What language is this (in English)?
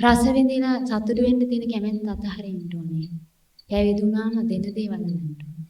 Sinhala